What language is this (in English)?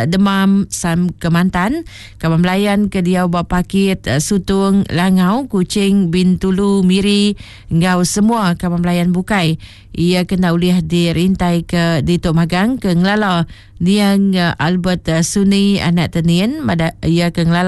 Iban